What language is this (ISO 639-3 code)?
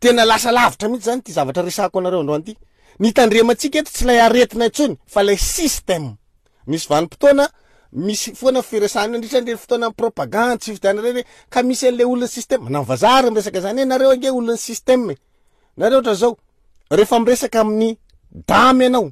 mlg